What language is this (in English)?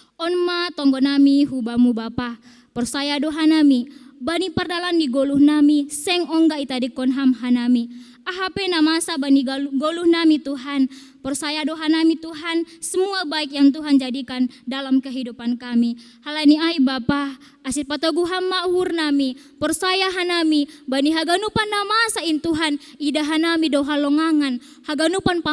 Batak Simalungun